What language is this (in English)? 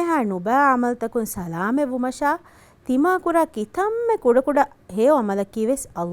Divehi